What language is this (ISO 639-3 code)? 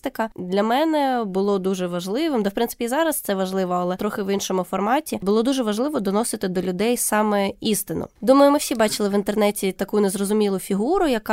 ukr